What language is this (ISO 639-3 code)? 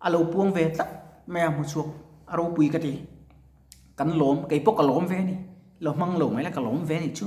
lus